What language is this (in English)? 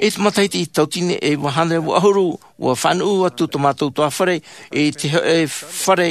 Tahitian